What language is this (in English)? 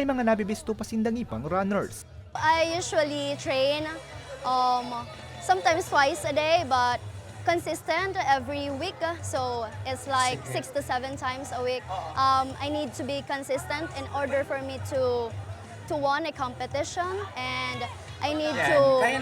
Bikol